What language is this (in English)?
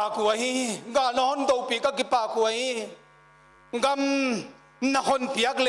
Paite Chin